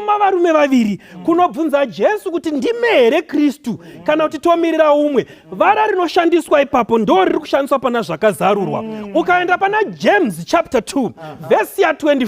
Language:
Shona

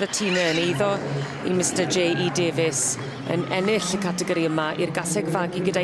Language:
Welsh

